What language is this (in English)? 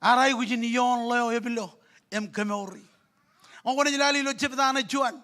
Marshallese